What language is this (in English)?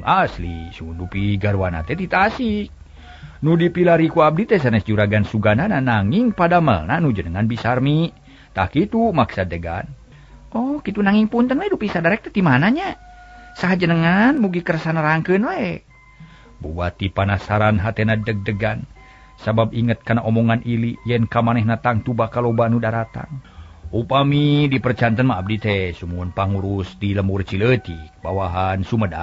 Sundanese